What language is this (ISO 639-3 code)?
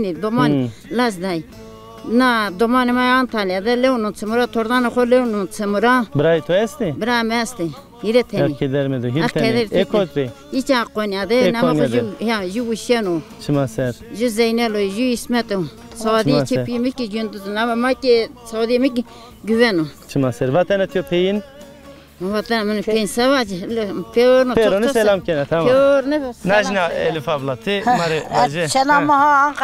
zza